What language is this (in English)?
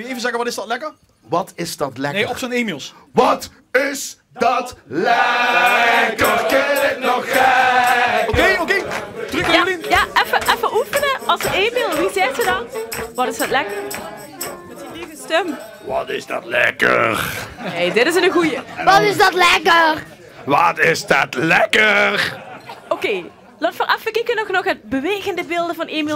Limburgish